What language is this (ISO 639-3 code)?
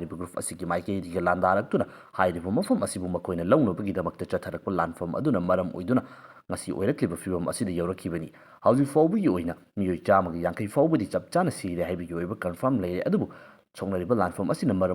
mni